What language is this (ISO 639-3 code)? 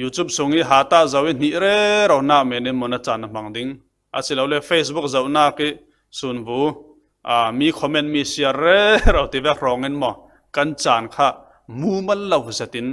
cfm